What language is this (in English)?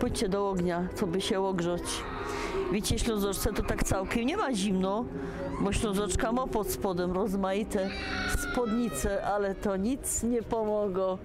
Silesian